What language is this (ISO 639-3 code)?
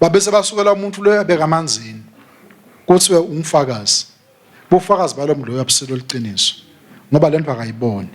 ssw